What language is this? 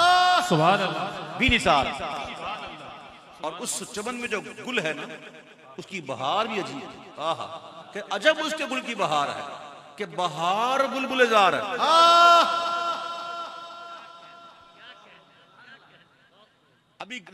Urdu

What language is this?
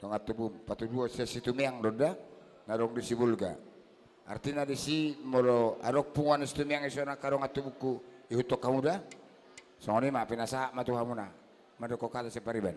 Batak Toba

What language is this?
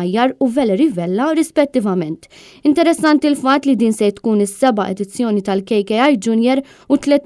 Maltese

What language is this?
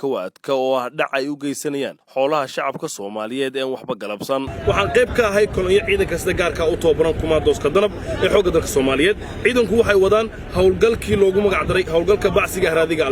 Somali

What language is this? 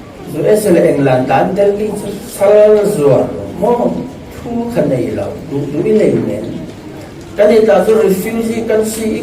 Falam Chin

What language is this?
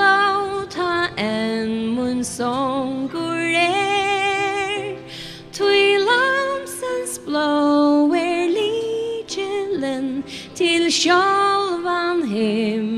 Faroese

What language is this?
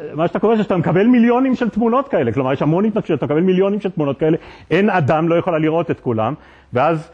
Hebrew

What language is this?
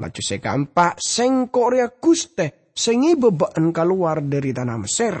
Madurese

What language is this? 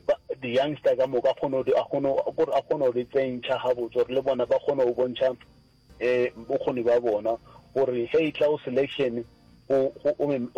Northern Sotho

